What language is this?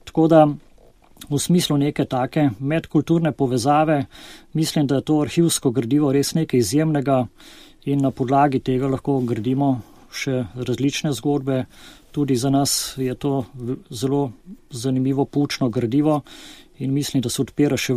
Slovenian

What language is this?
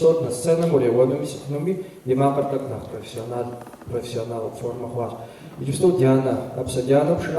Kabardian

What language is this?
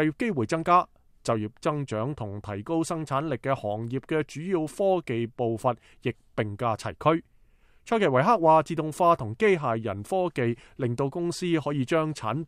Cantonese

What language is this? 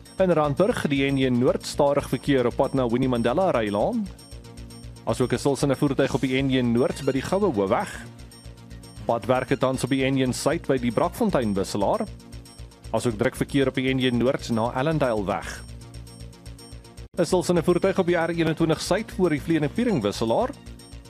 Afrikaans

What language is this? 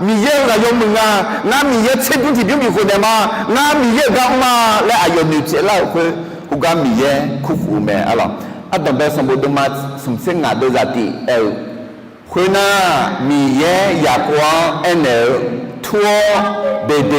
Akha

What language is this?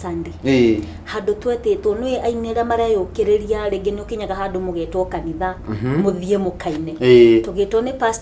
Kikuyu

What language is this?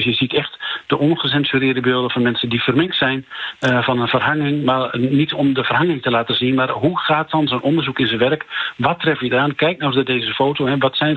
Dutch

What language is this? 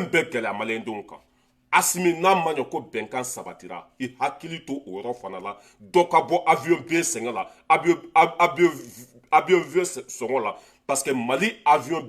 Bambara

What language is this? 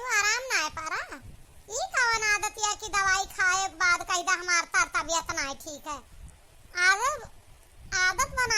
Awadhi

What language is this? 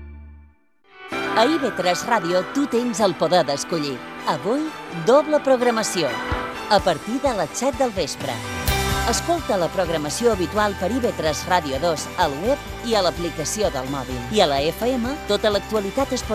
Catalan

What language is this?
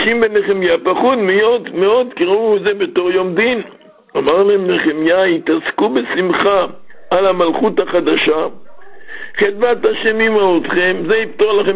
Hebrew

